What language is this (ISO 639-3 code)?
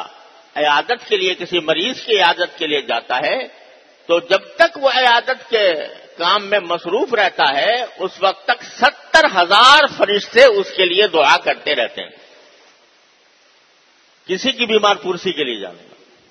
urd